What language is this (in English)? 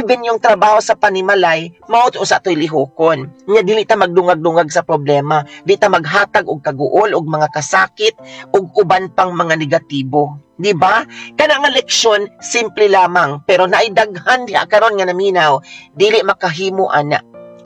Cebuano